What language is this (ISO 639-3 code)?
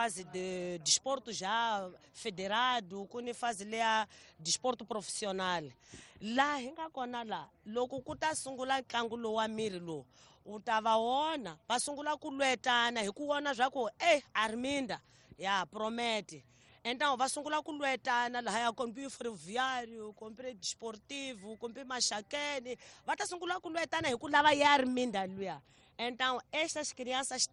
tso